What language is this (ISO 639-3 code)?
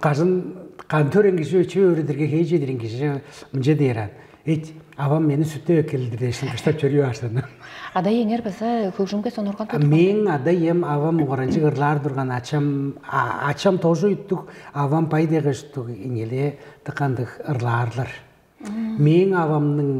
tyv